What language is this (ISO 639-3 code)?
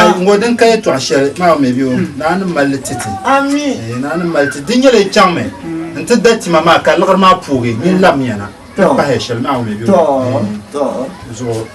dag